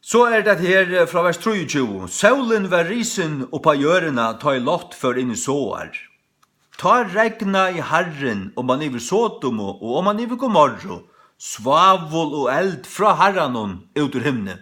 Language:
Faroese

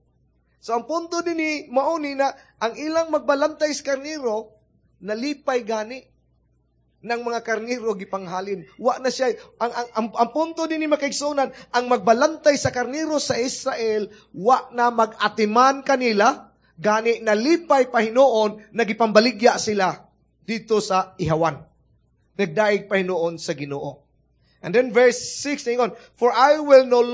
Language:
Cebuano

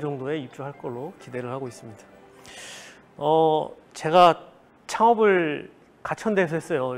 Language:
Korean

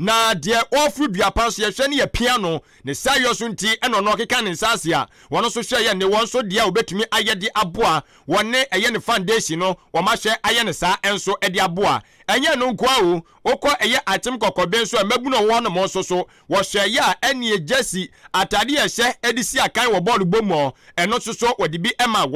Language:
Akan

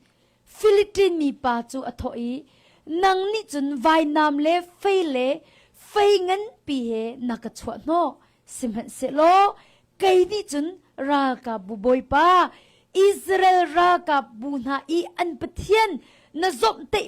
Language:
Hakha Chin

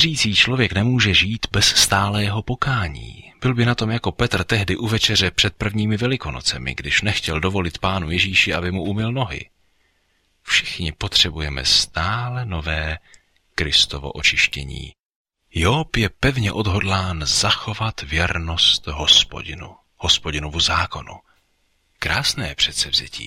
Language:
Czech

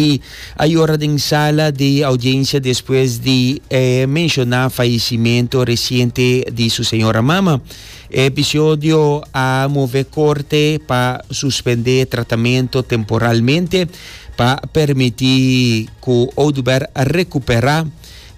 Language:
Papiamento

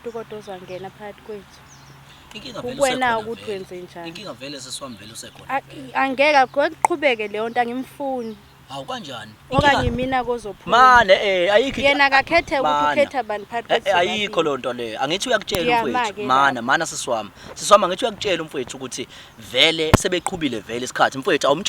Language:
Zulu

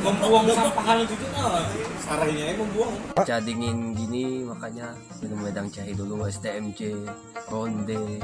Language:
Banjar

